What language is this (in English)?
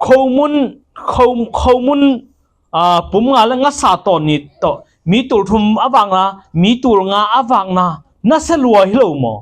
Tedim Chin